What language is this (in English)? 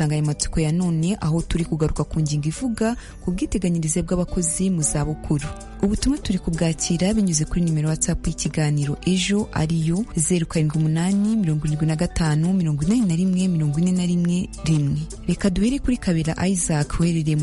Kinyarwanda